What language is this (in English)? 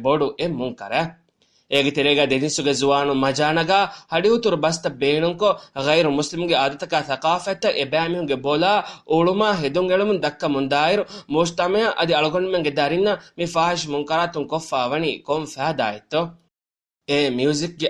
Divehi